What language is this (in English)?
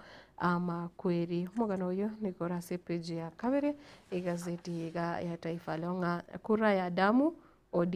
Gusii